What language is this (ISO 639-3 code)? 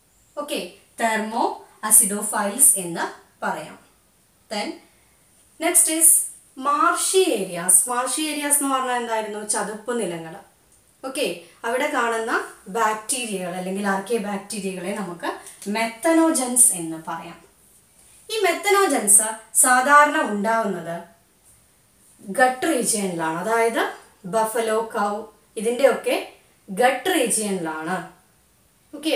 mal